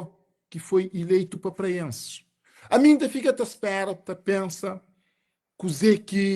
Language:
Kabuverdianu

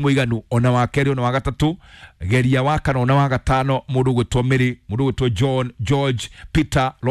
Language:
Kikuyu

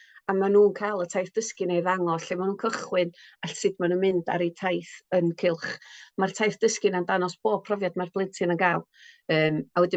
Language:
Welsh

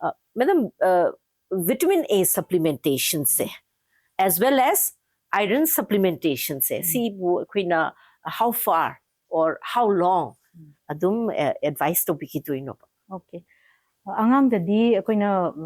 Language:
Manipuri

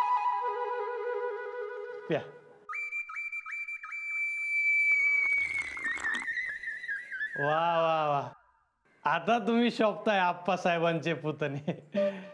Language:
Marathi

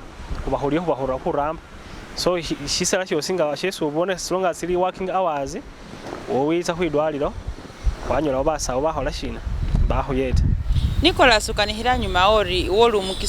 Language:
Masaaba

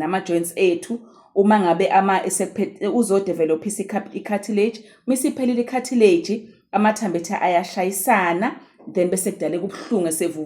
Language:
Zulu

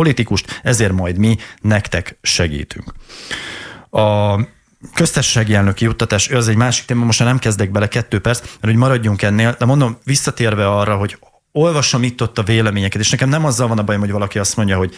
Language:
Hungarian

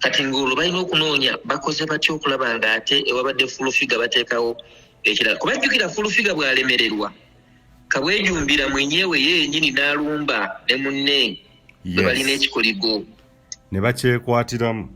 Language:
Ganda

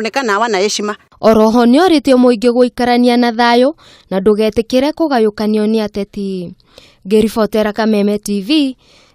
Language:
Kikuyu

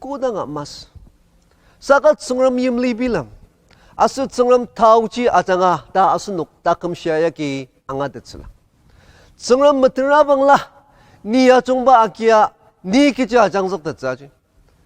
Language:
Ao Naga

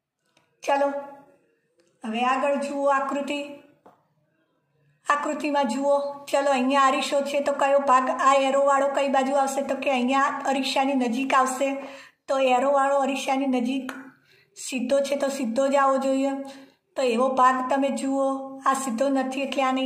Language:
Gujarati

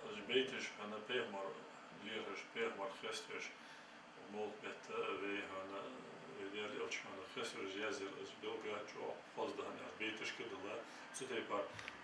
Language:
Ingush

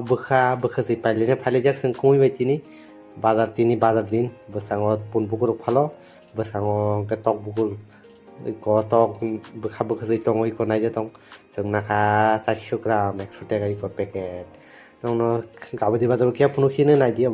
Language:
Kok Borok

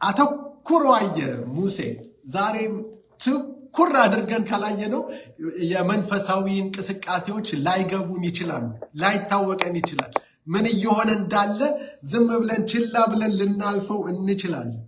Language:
Amharic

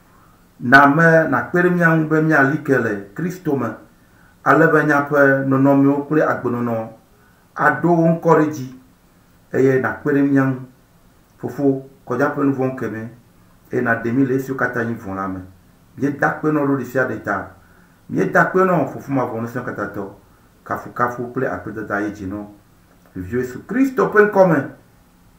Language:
Ewe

